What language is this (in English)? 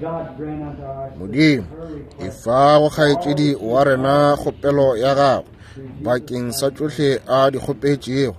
Northern Sotho